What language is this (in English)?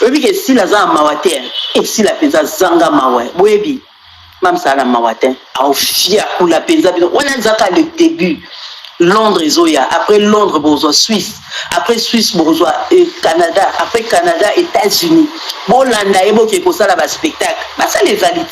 Lingala